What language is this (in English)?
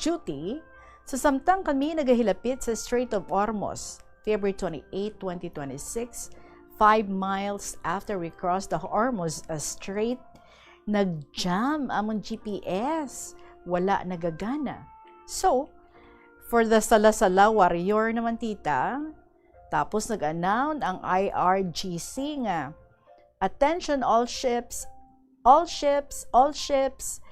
Hiligaynon